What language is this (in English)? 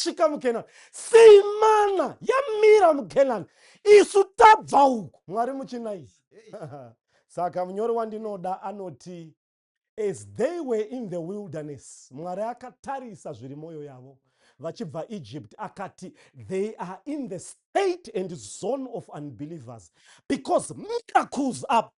Shona